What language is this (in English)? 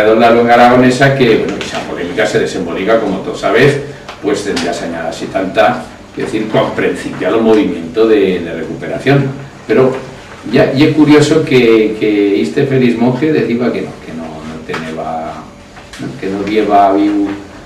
Aragonese